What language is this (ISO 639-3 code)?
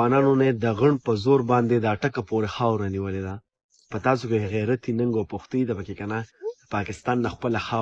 pus